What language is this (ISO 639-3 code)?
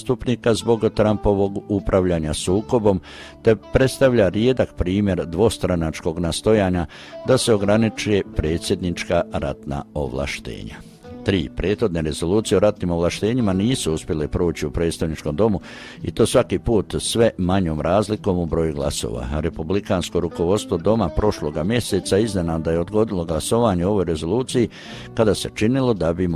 hrv